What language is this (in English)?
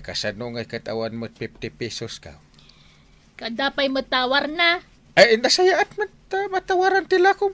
Iloko